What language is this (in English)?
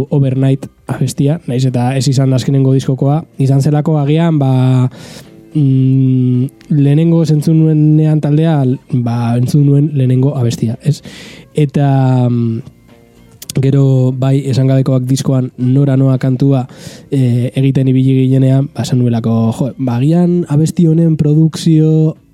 Basque